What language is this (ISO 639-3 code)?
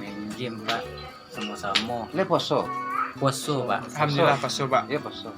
min